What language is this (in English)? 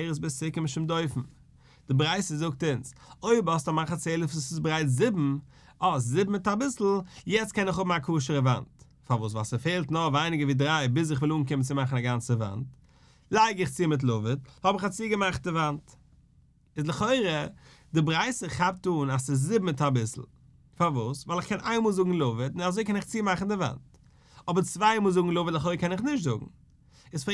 Yiddish